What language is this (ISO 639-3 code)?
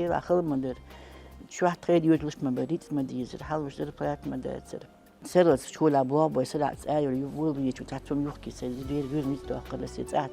che